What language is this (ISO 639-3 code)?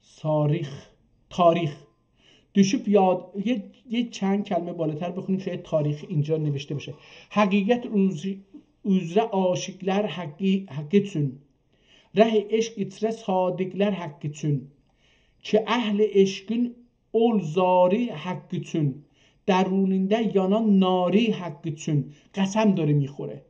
azb